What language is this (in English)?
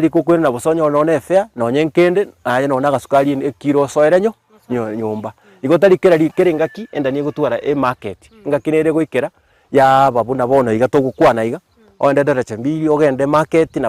Gusii